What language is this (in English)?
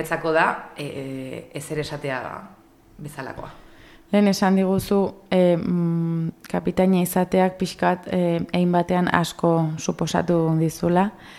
Basque